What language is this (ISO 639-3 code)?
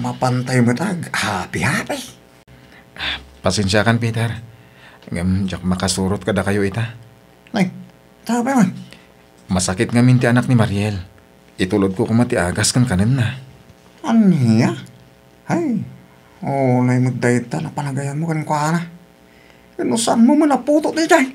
ilo